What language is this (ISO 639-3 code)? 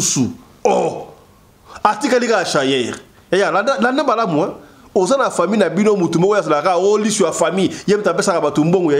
lin